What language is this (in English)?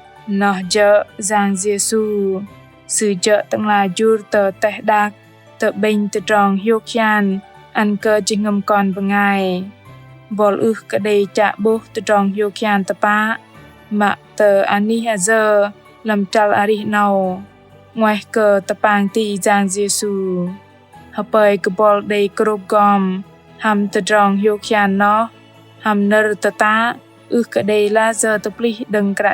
Bahnar